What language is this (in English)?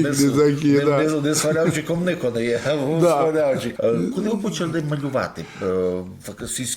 Rusyn